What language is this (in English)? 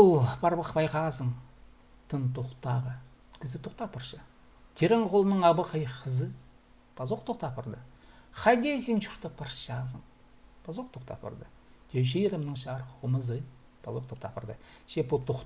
Khakas